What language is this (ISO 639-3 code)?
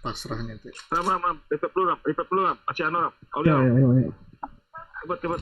bjn